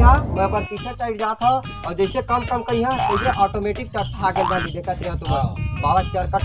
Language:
Chhattisgarhi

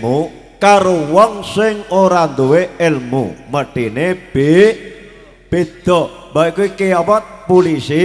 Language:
Javanese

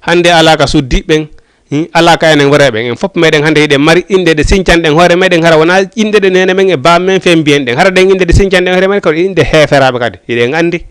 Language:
Fula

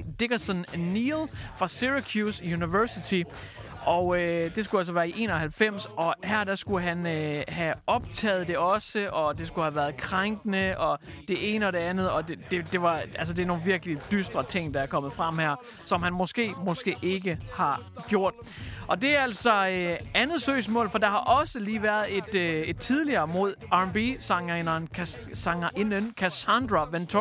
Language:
Danish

